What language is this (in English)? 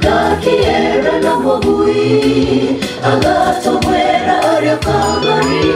Gusii